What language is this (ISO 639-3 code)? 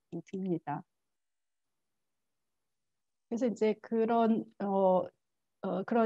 kor